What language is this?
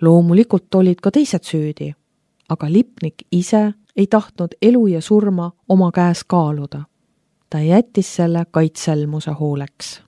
Estonian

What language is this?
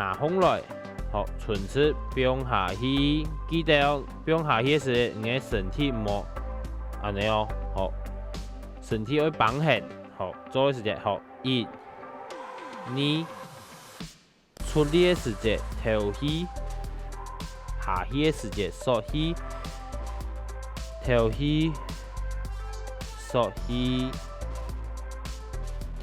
Hakka Chinese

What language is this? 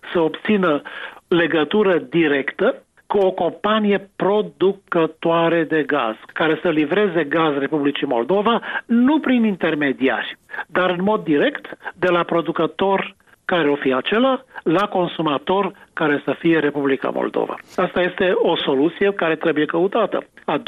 Romanian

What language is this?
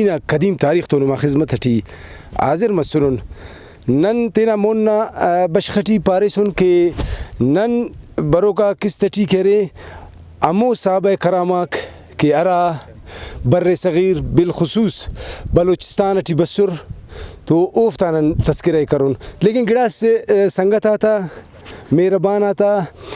Brahui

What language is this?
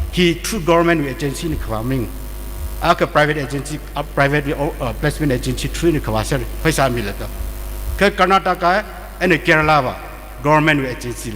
Tangkhul Naga (India)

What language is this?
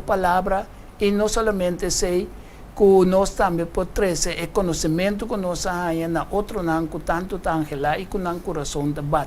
Papiamento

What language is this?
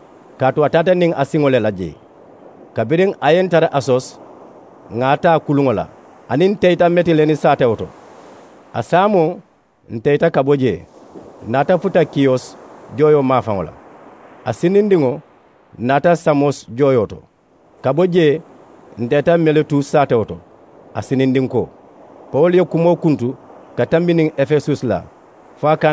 Mandingo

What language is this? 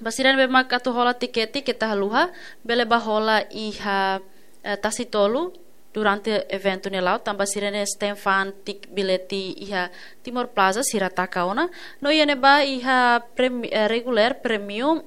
Tetum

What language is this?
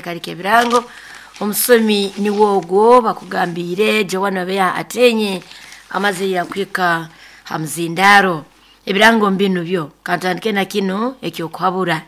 Nyoro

